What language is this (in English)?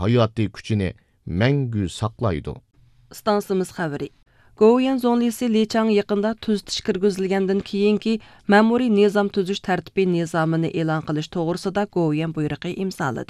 Uyghur